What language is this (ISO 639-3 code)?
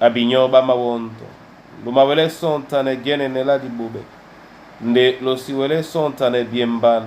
dua